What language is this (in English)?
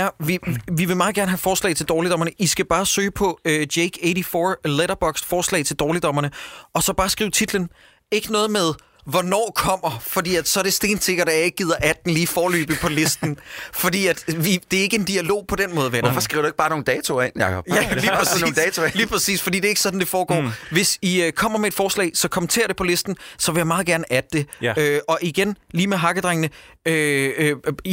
Danish